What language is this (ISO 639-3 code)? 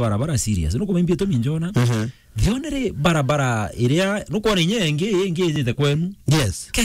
mer